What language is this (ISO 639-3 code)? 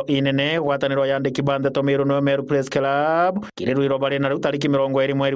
mer